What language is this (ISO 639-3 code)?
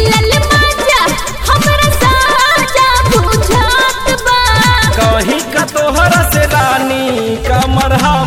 bho